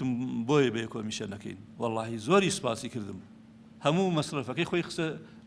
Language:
Central Kurdish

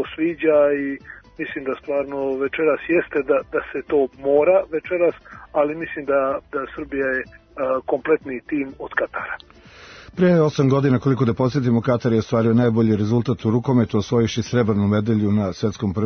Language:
Serbian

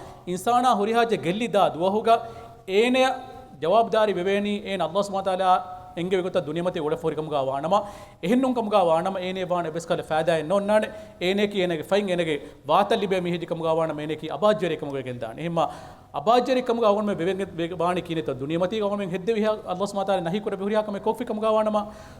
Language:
Divehi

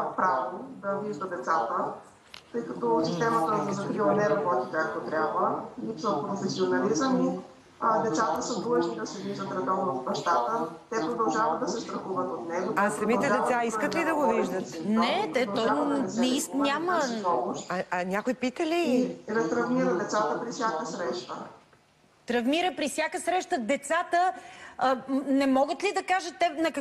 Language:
Bulgarian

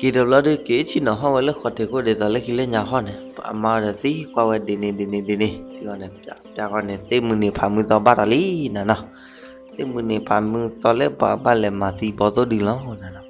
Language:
S'gaw Karen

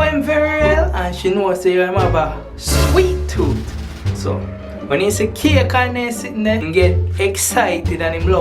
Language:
Jamaican Creole English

